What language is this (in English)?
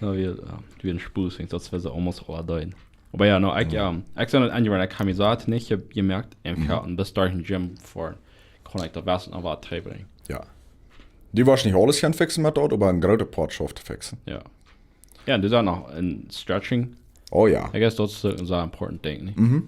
Plautdietsch